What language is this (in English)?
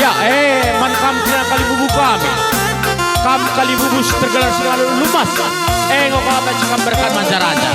Batak Karo